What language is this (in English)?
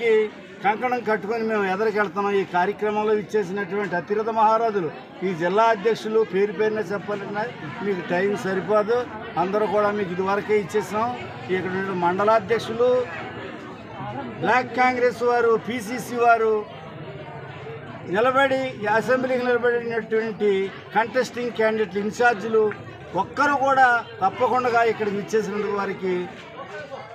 Telugu